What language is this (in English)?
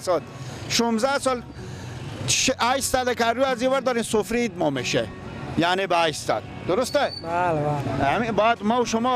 Persian